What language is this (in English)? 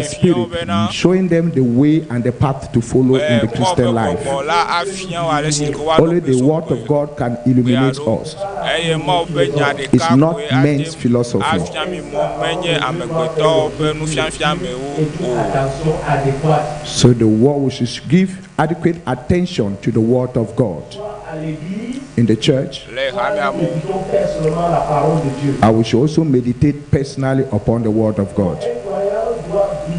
Ewe